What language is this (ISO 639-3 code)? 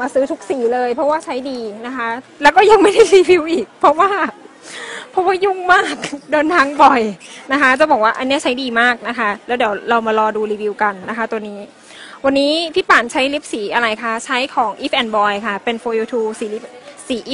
tha